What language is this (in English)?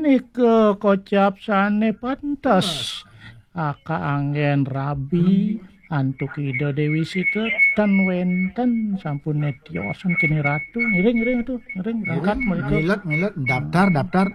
Balinese